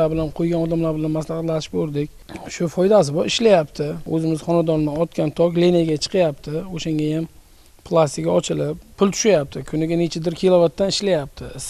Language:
Uzbek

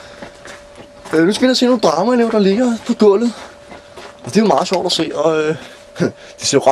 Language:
Danish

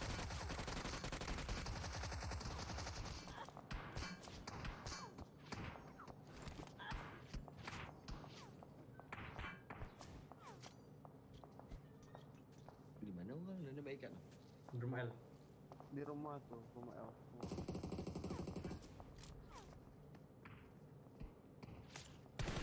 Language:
Malay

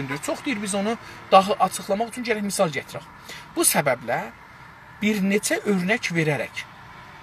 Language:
South Azerbaijani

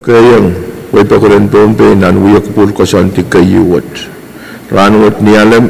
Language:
Pohnpeian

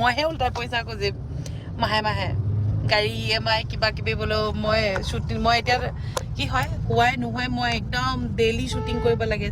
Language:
Assamese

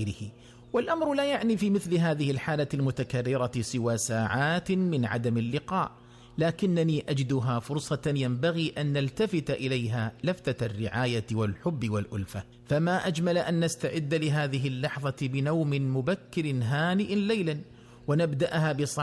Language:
Arabic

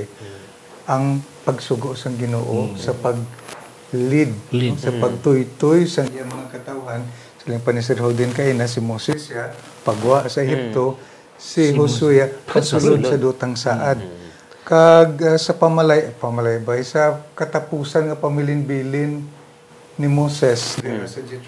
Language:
Hiligaynon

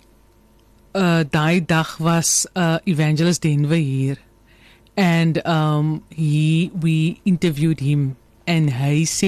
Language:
Afrikaans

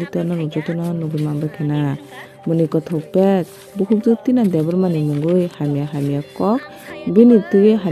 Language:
Kok Borok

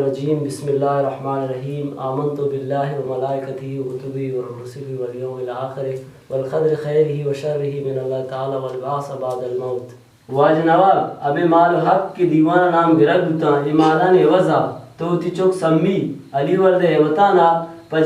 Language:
Baluchi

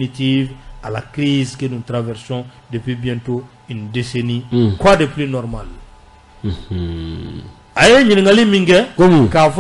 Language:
Bambara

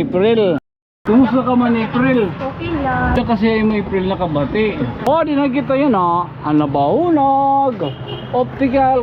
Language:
Waray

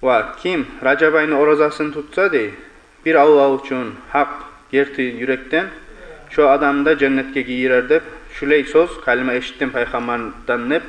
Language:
Kumyk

